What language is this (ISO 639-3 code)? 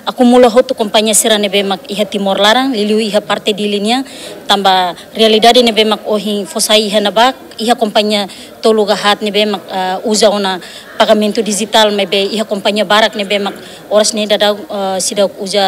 tet